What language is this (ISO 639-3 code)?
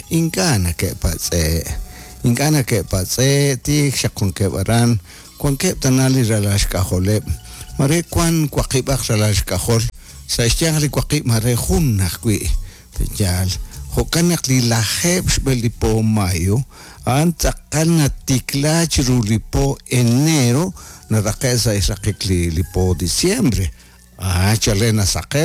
kek